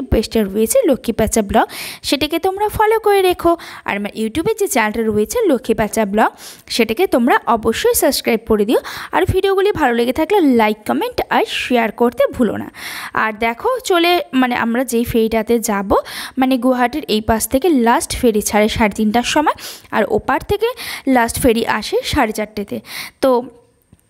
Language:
Bangla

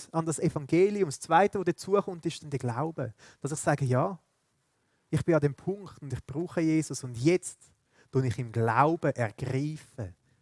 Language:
Swiss German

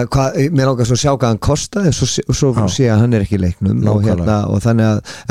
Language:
Icelandic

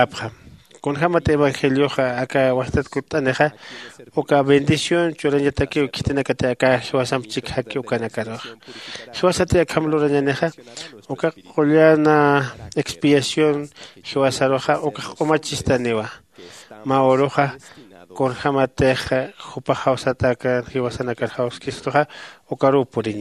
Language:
Aymara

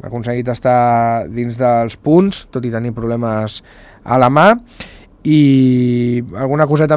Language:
Catalan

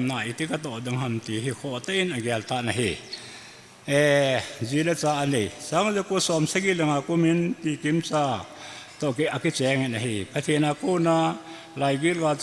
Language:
Thado Chin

